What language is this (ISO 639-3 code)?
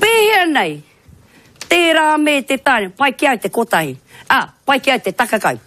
mri